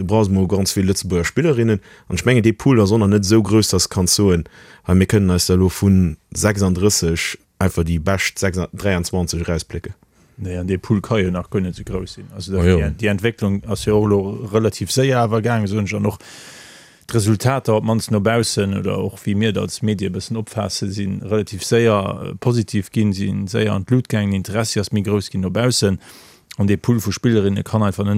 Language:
Luxembourgish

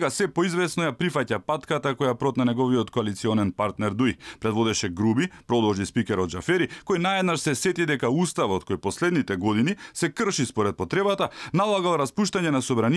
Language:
Macedonian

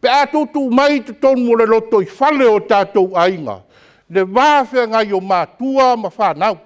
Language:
Samoan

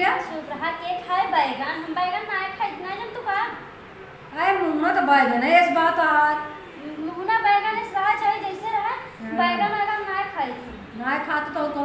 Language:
Awadhi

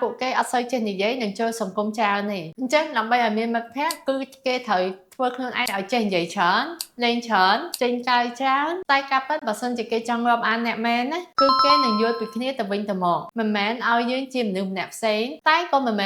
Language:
Khmer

